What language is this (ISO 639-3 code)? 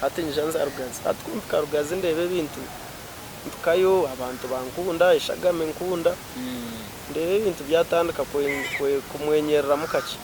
nyn